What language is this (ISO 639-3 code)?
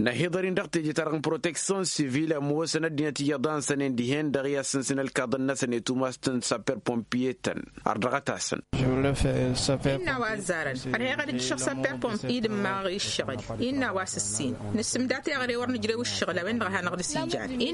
taq